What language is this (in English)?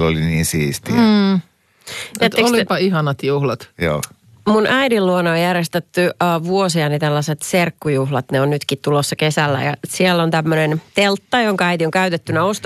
Finnish